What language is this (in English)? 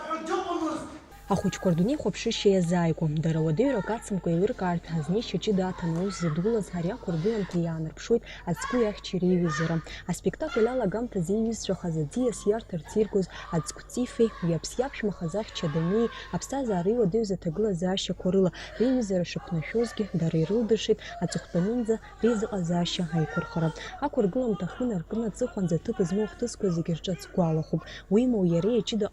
Abkhazian